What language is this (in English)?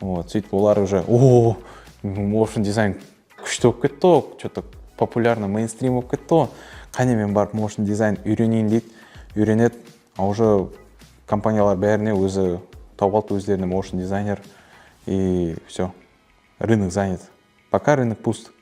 Kara-Kalpak